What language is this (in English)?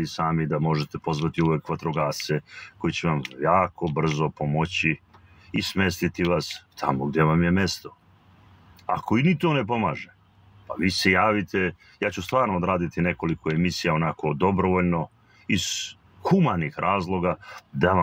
Serbian